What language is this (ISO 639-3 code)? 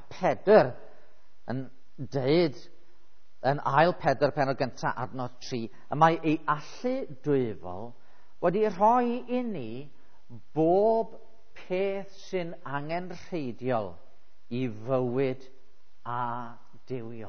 cym